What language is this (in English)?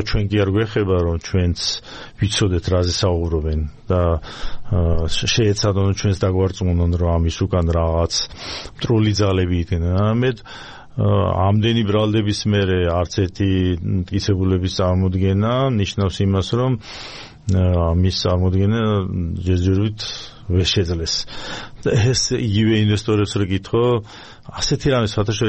Georgian